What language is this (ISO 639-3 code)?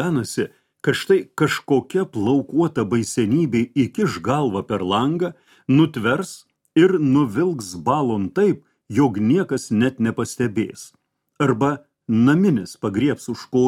lit